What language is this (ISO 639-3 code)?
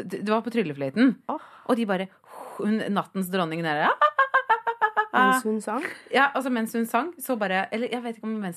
nor